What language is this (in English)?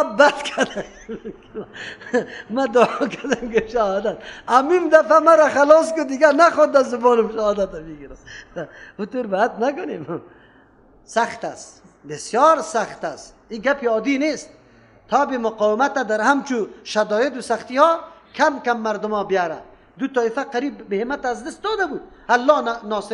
Persian